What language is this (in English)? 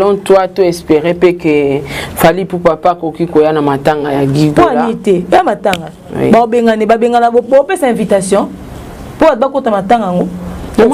Lingala